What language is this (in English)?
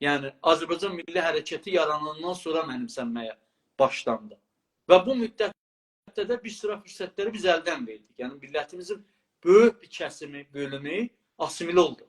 South Azerbaijani